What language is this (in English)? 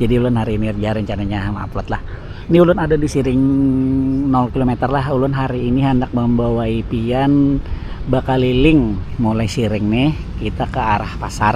Banjar